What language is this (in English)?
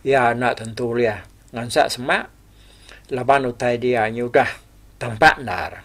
Iban